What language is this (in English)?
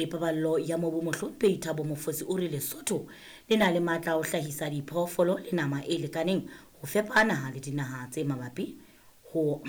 Southern Sotho